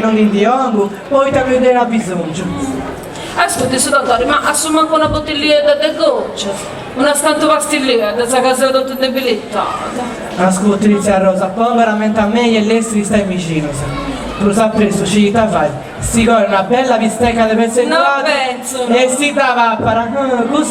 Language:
Sardinian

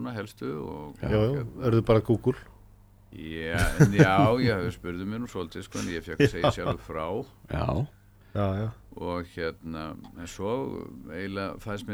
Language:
Icelandic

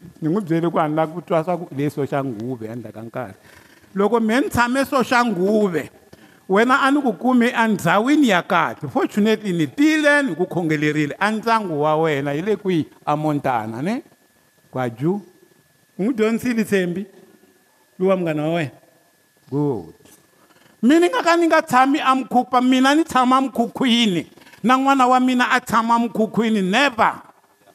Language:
Tsonga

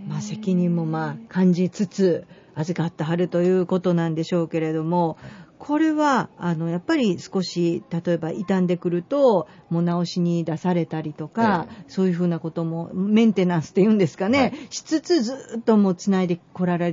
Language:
Japanese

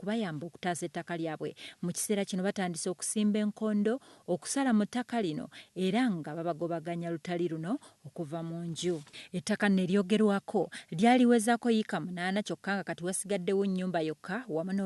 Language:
Ganda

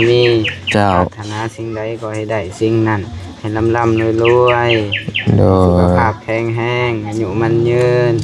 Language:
Lao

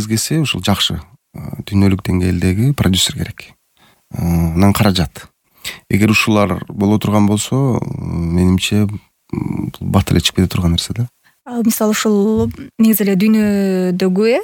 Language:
Kyrgyz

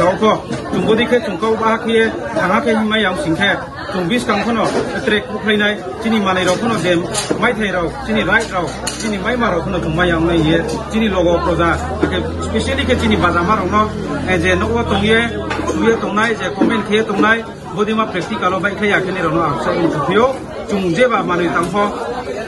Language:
Riang (India)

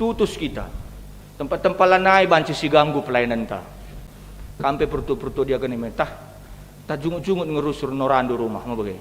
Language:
Batak Karo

